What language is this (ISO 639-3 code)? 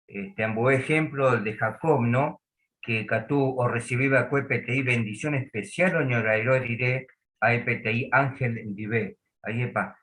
grn